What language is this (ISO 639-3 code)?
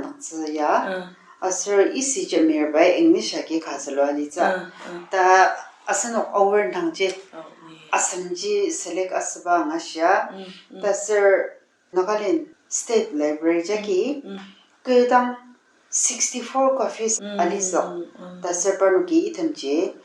njo